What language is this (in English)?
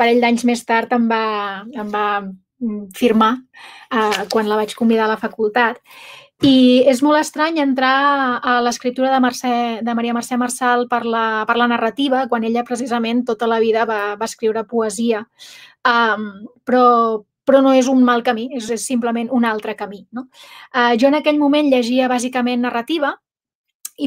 Catalan